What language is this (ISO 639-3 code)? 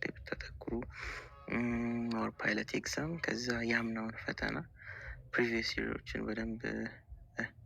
amh